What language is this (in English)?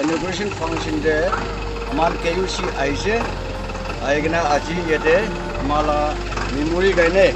Naga Pidgin